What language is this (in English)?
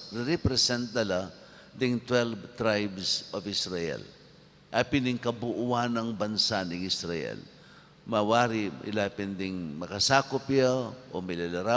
Pampanga